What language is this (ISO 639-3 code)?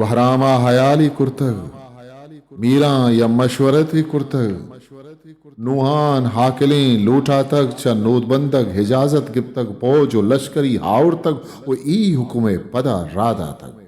bgp